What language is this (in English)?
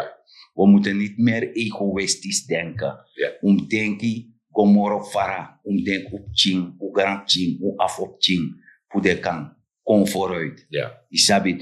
Sranan Tongo